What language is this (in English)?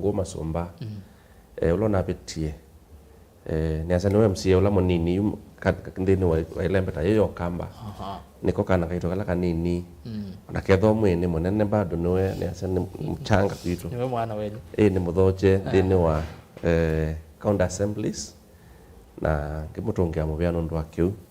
Kamba